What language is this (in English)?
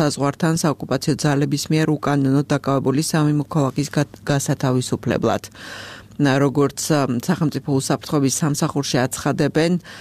Georgian